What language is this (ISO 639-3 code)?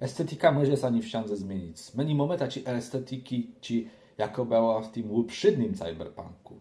csb